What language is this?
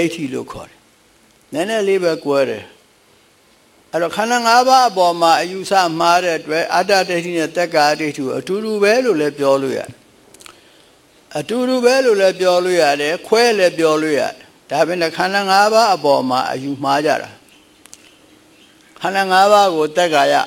Burmese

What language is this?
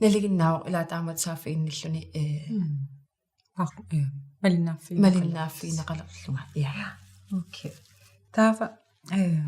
Kalaallisut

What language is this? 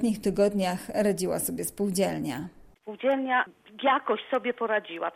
Polish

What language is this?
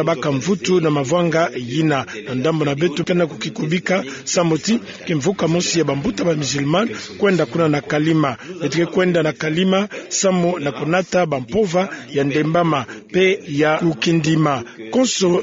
Kituba (Democratic Republic of Congo)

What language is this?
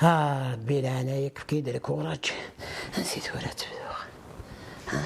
Kabyle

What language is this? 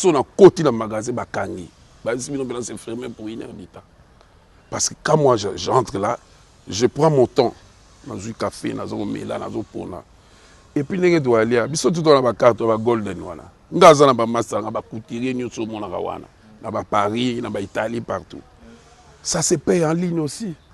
Lingala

